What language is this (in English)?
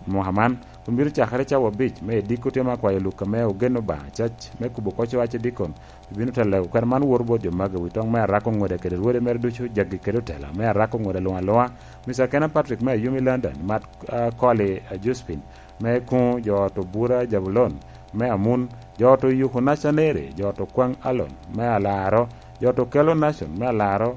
Lango (Uganda)